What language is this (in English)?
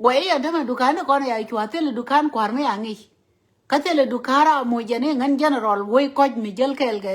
Nuer